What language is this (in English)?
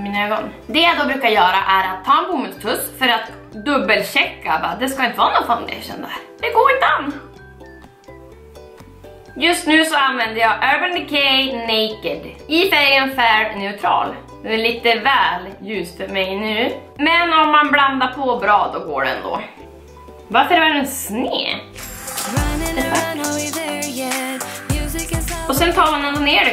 Swedish